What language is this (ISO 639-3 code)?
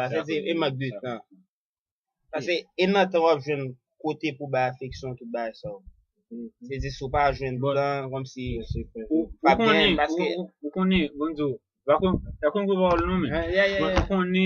hat